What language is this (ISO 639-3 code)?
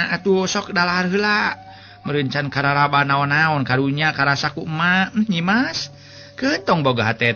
sun